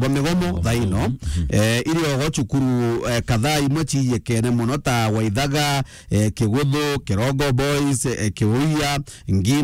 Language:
Meru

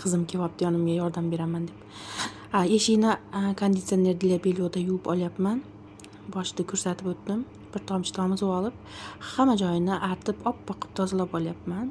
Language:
Uzbek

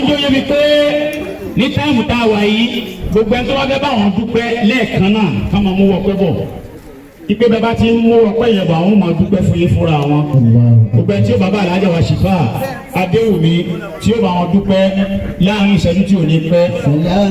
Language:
Yoruba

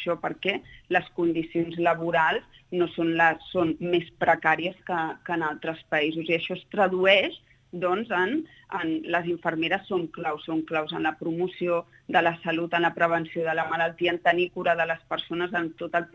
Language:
Catalan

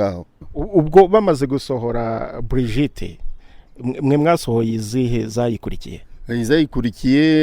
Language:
Kinyarwanda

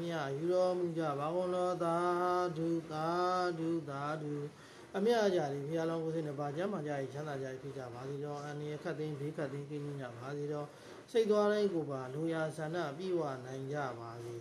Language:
Burmese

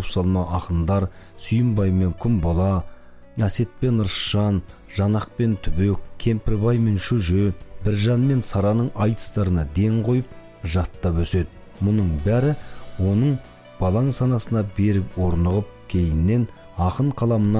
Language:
Kazakh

